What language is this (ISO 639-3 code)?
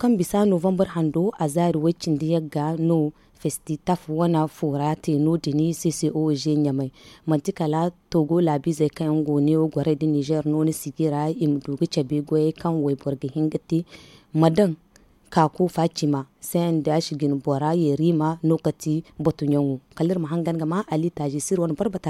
dje